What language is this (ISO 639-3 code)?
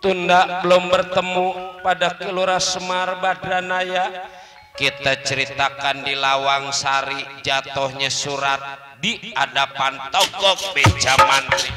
bew